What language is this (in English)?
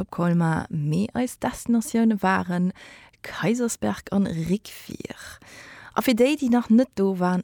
Luxembourgish